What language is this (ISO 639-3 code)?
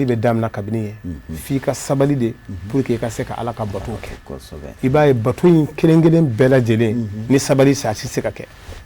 bam